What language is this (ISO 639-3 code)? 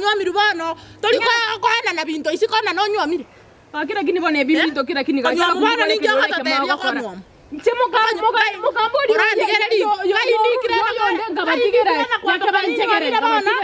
guz